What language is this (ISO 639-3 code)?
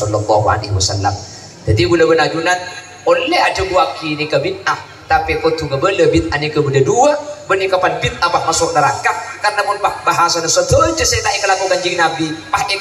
mad